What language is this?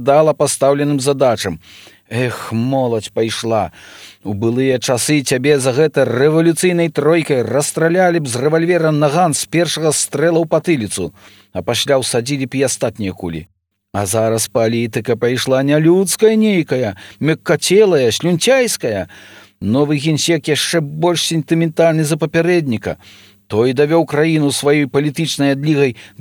Belarusian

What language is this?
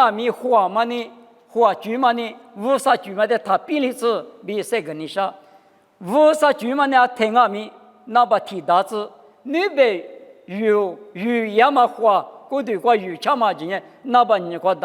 Lisu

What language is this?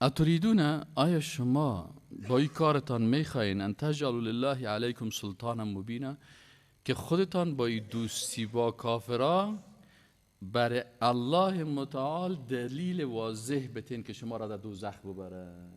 Persian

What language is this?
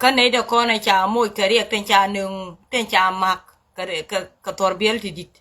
Nuer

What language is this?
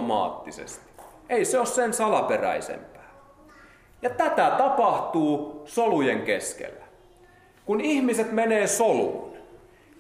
Finnish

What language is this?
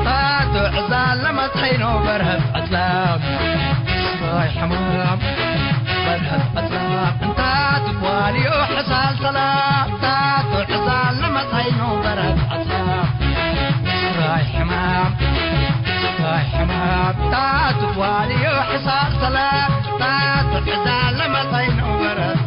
Tigre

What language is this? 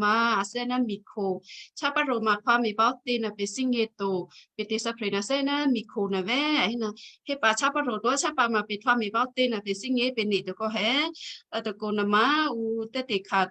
Western Kayah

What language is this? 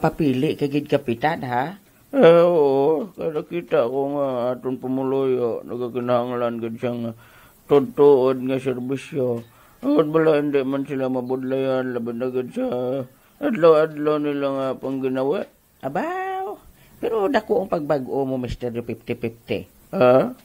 Hiligaynon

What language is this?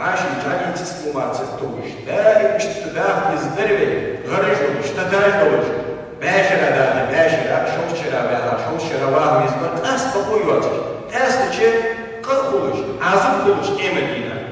Ingush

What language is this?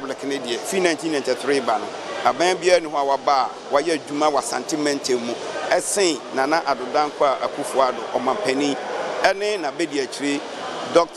Akan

